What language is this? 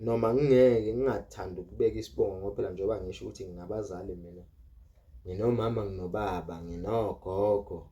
Zulu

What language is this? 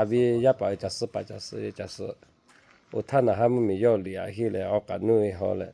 Lahu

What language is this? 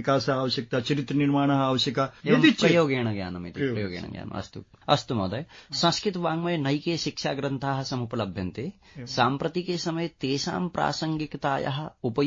Sanskrit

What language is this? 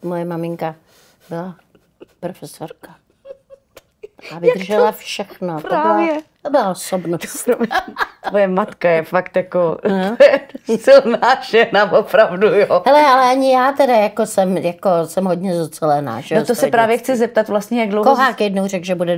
Czech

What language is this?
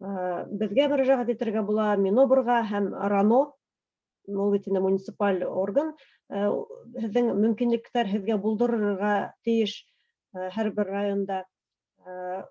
Bashkir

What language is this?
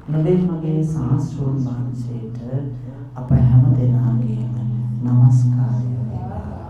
Sinhala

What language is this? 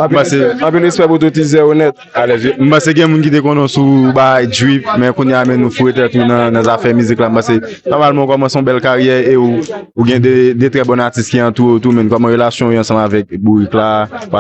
Haitian Creole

